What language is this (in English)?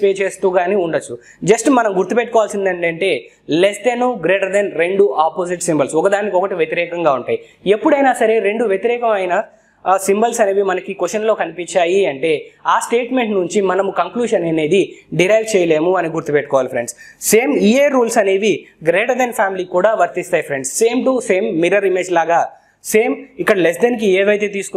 Telugu